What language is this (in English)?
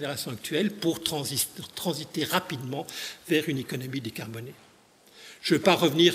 French